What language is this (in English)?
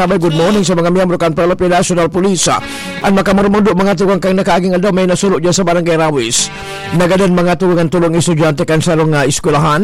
Bikol